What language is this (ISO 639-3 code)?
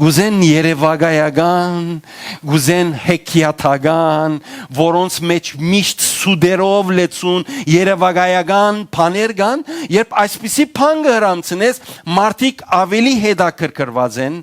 hyw